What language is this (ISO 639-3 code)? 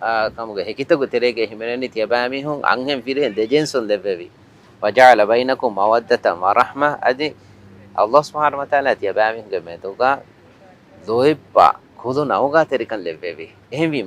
div